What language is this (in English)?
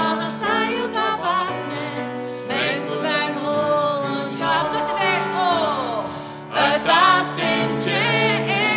Faroese